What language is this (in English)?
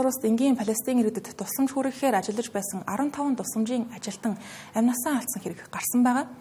Mongolian